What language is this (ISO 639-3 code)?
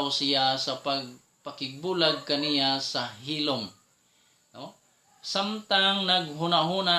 ceb